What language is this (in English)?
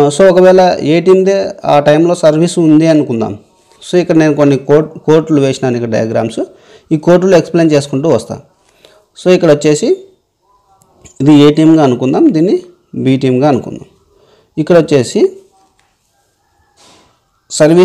Telugu